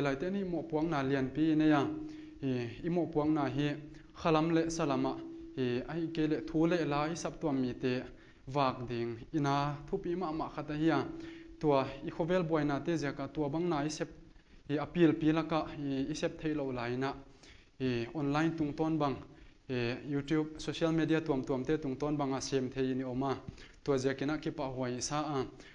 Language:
Paite Chin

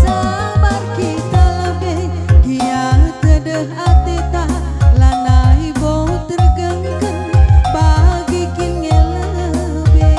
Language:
Batak Karo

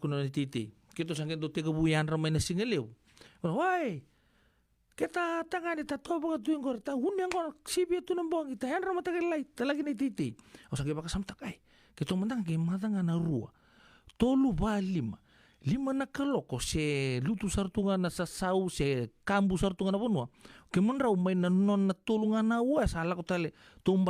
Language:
Fijian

